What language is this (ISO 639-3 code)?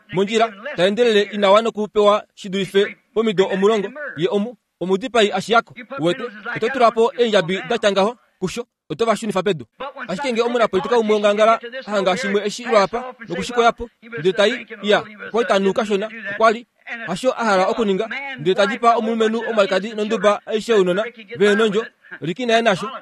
kua